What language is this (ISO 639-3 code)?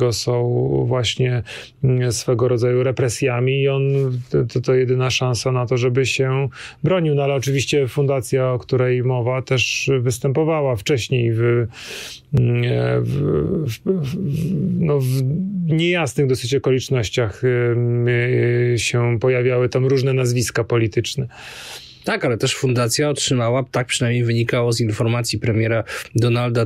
pol